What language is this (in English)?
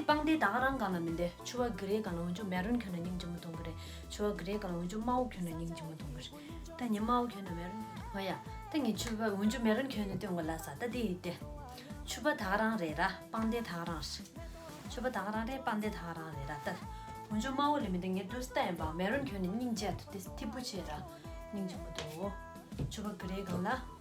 Tibetan